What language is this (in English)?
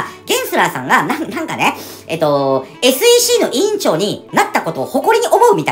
Japanese